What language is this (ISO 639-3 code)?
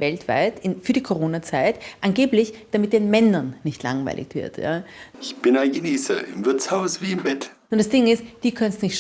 gsw